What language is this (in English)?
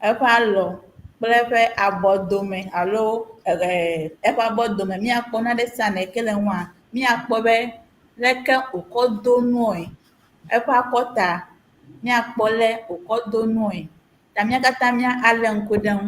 Ewe